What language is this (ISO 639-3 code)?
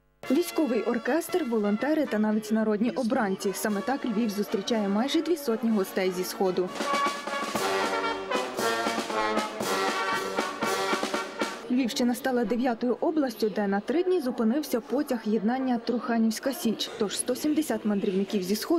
ukr